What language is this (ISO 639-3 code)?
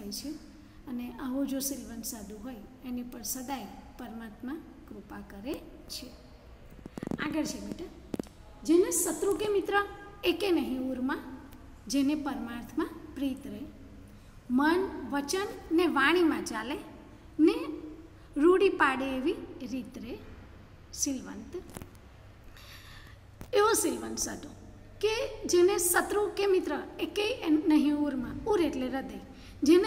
guj